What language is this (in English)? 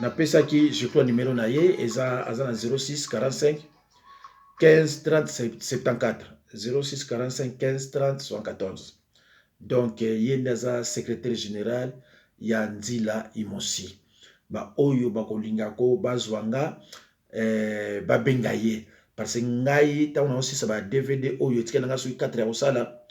Lingala